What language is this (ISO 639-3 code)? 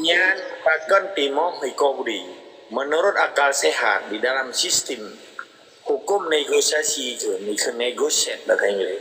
ace